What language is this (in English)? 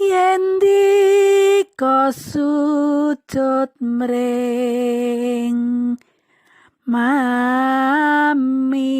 Javanese